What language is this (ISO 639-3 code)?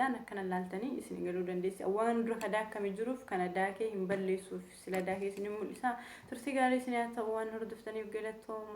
orm